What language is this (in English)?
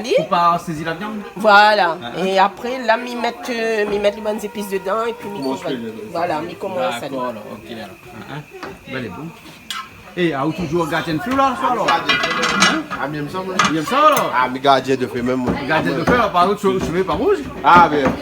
Réunion Creole French